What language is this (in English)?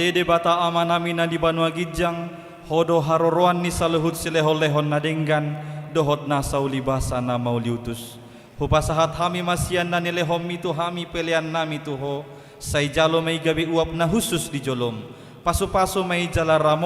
Batak Toba